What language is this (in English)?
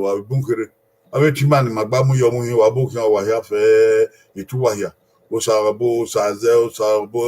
Bini